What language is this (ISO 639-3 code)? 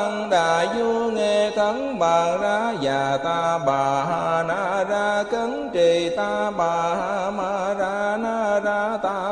vie